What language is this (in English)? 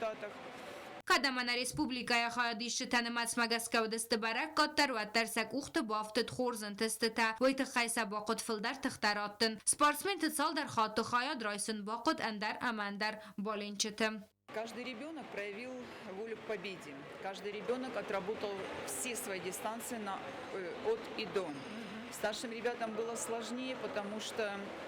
Ossetic